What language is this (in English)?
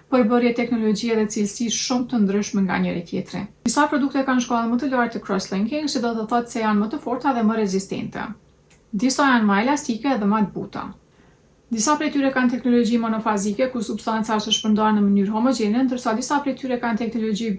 Albanian